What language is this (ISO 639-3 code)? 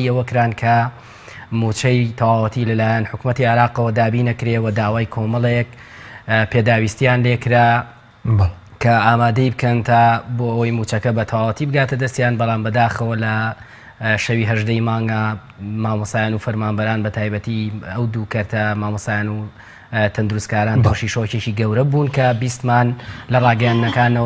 ckb